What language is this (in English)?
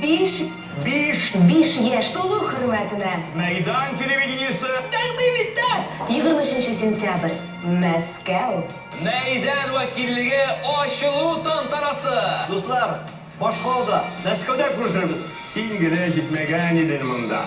Tatar